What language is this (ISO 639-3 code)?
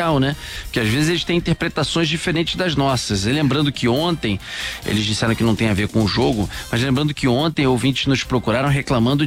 por